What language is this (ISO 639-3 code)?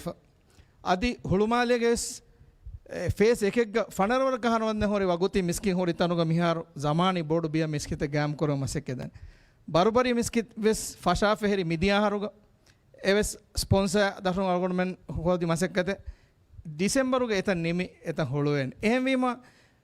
div